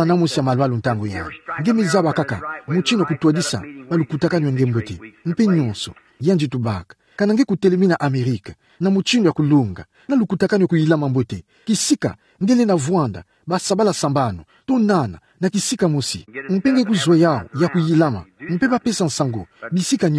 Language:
Kituba (Democratic Republic of Congo)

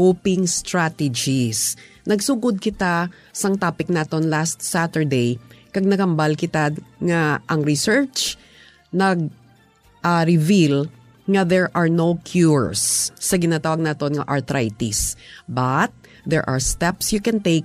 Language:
Hiligaynon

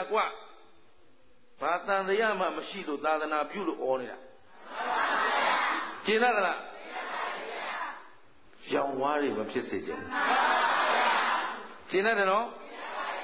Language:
Burmese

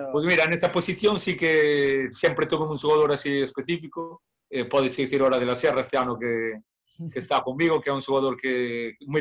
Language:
Galician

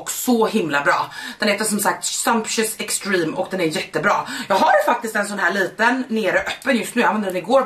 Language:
Swedish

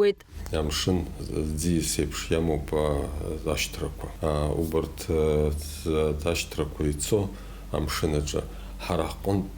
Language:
Abkhazian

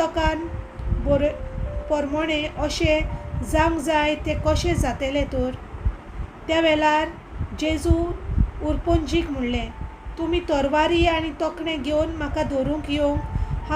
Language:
Konkani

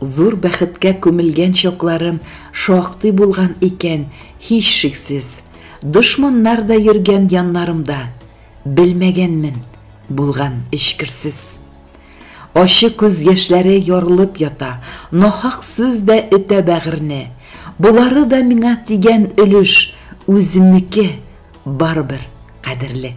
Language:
Tatar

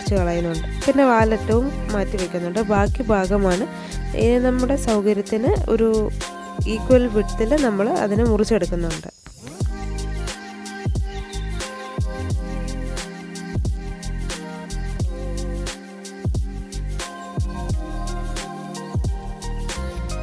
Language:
Malayalam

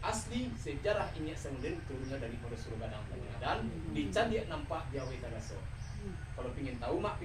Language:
Minangkabau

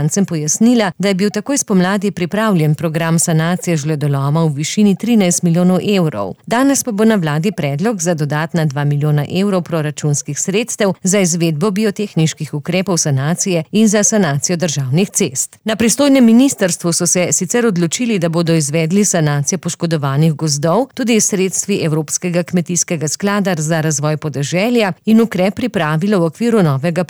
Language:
Slovenian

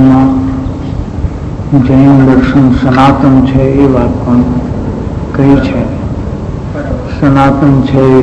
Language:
Gujarati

